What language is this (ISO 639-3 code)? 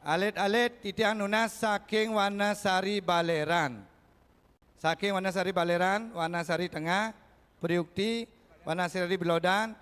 ban